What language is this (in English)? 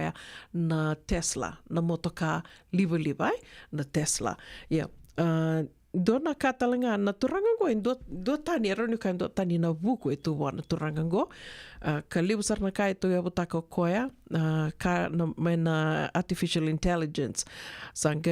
Fijian